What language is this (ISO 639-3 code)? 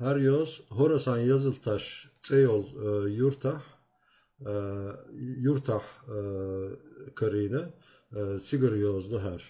che